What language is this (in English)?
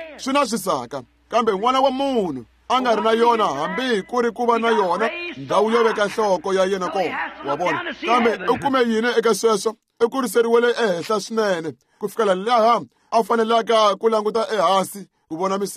Tsonga